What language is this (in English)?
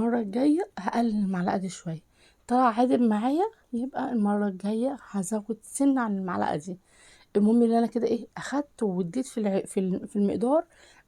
Egyptian Arabic